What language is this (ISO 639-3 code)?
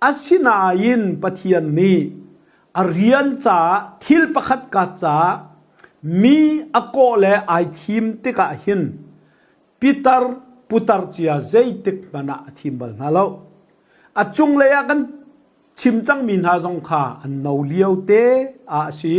cnh